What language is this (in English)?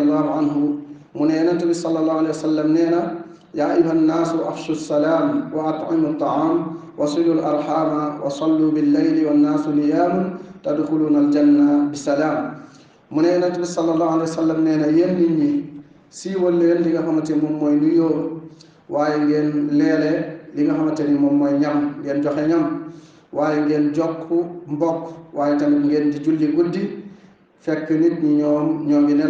Wolof